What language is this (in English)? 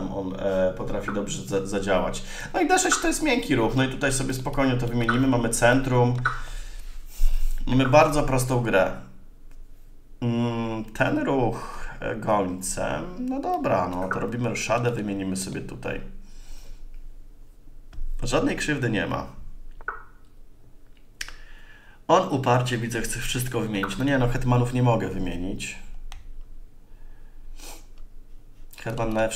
Polish